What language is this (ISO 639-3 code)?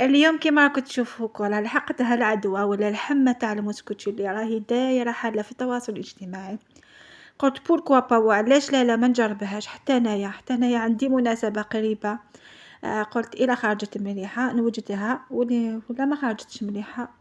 arq